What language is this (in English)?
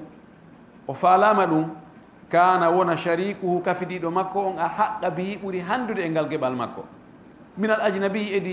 Fula